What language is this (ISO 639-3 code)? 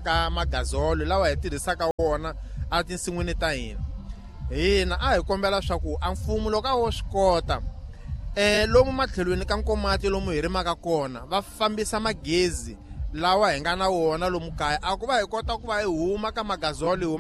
tso